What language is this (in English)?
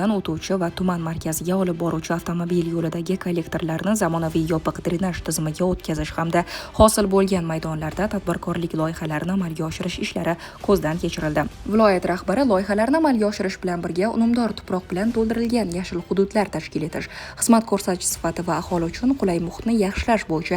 Uzbek